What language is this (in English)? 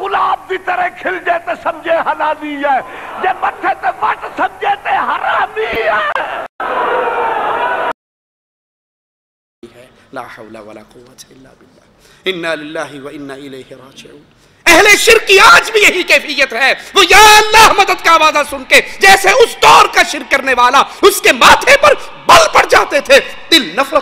Urdu